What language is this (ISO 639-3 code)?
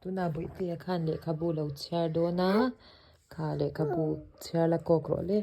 lus